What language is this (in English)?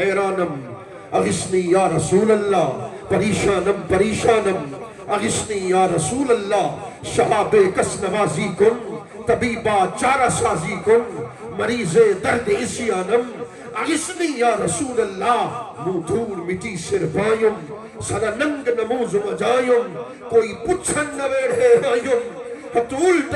Saraiki